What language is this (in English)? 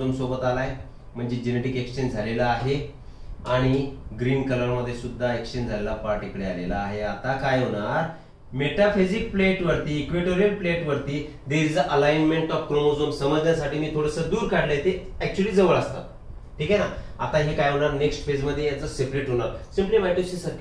Marathi